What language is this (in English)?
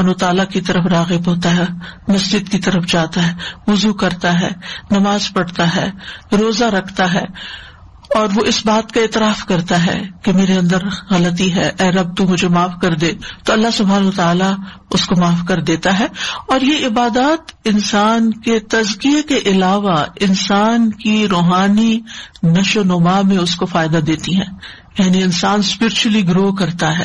Urdu